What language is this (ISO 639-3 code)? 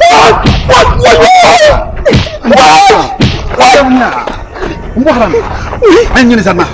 dag